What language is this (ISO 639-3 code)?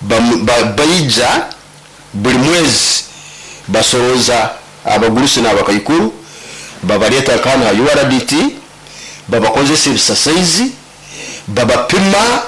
nyo